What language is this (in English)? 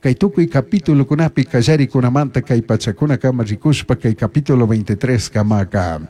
Chimborazo Highland Quichua